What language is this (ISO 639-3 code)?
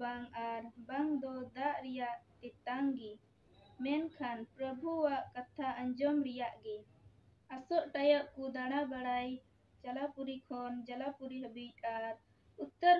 sat